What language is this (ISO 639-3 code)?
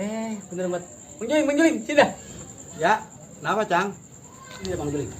bew